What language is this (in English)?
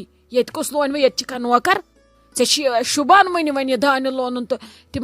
Kashmiri